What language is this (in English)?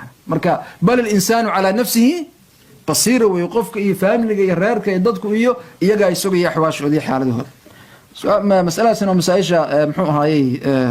Somali